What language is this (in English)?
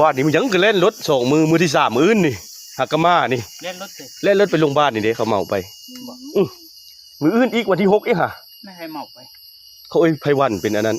Northeastern Thai